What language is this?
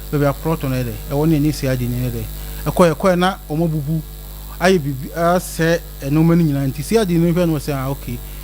Akan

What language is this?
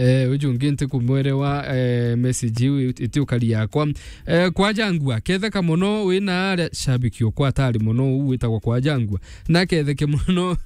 Meru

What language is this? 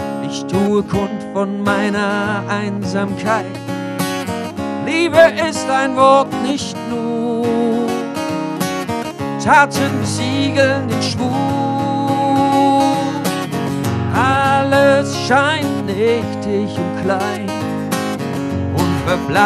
German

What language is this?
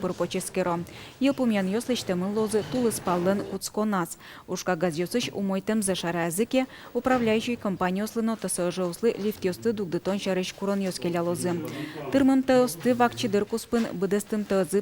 Udmurt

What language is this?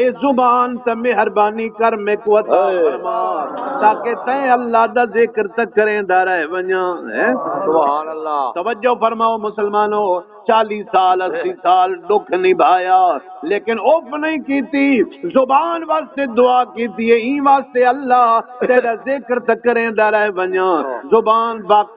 Saraiki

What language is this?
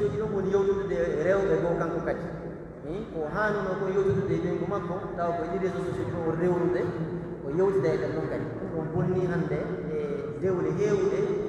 Pular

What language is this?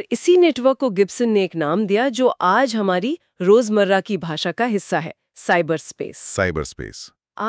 Hindi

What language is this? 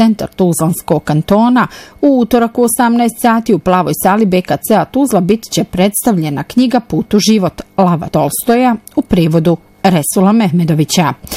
Bosnian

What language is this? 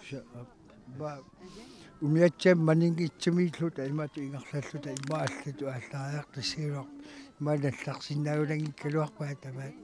Kalaallisut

